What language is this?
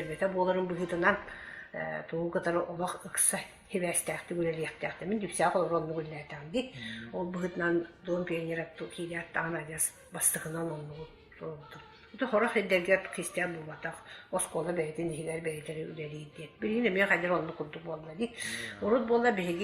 Yakut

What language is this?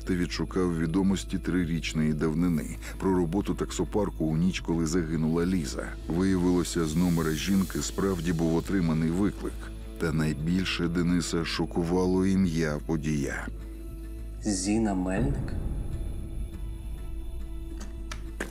Ukrainian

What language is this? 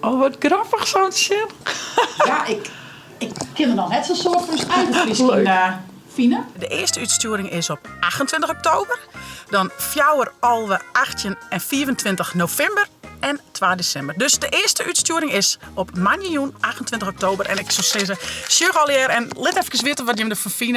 Western Frisian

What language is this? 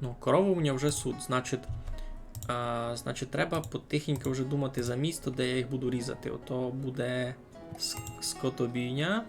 Rusyn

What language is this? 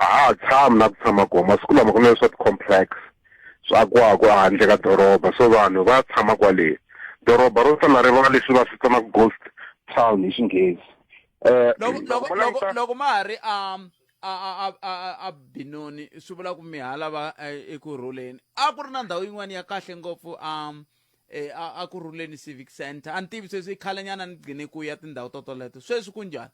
Tsonga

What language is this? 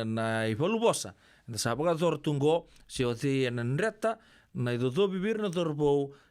Fijian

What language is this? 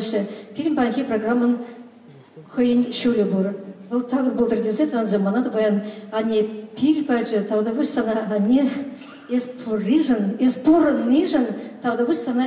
Chuvash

